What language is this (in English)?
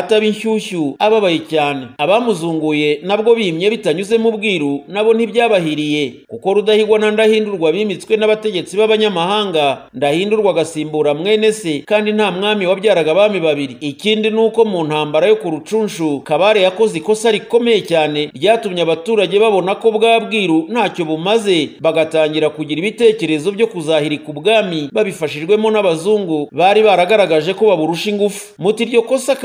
Kinyarwanda